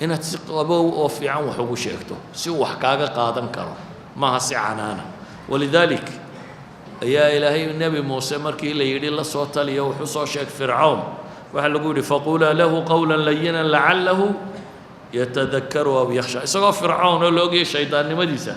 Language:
Somali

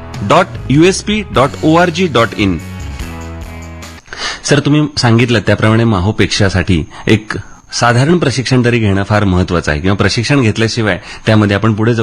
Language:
Marathi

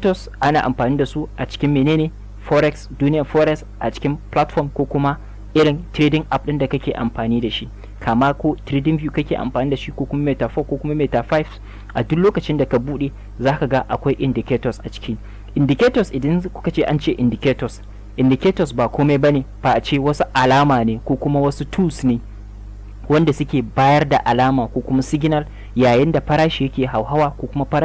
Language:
Hausa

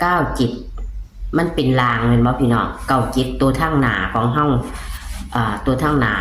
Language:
Northeastern Thai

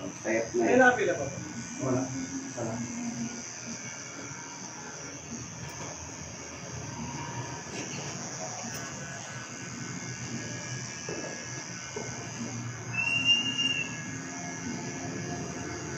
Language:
Filipino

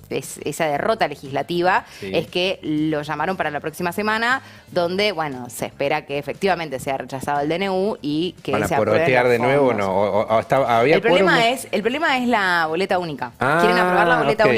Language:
Spanish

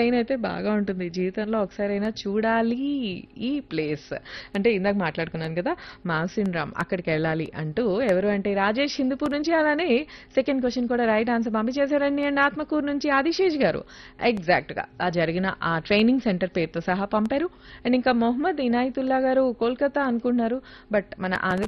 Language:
Telugu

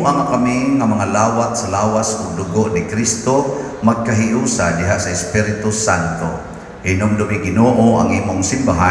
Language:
Cebuano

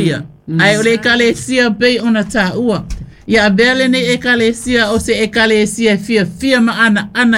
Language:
Samoan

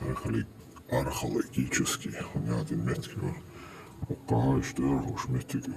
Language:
Chechen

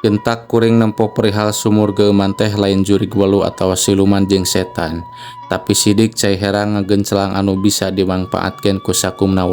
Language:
Sundanese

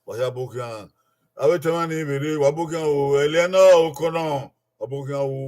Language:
Bini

